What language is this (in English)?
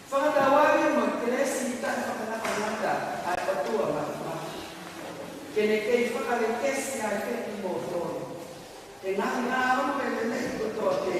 Tongan